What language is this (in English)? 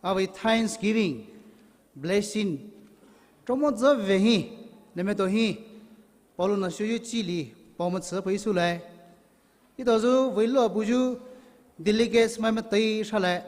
Poumei Naga